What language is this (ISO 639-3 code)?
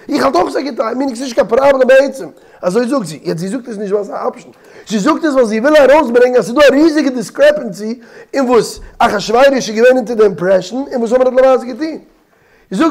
yid